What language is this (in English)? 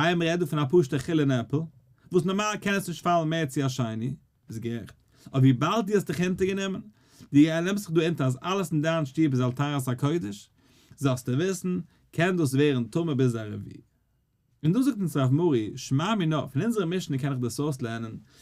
Yiddish